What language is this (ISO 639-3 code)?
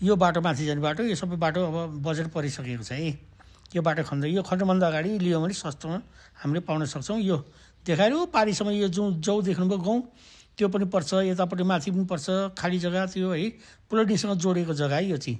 nep